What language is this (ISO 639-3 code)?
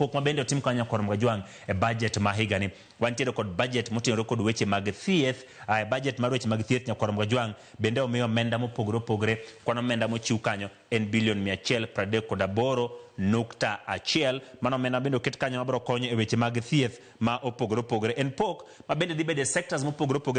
luo